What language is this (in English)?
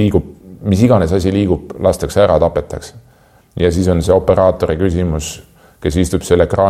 Estonian